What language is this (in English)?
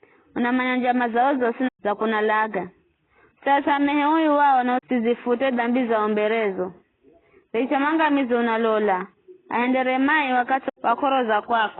Giryama